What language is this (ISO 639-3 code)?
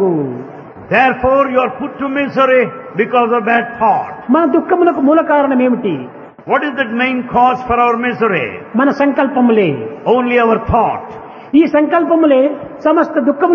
tel